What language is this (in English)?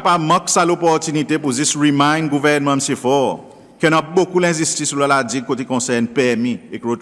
Seselwa Creole French